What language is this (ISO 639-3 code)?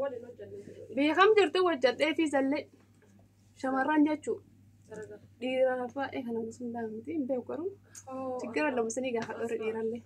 orm